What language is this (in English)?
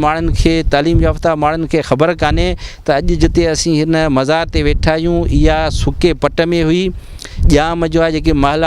Sindhi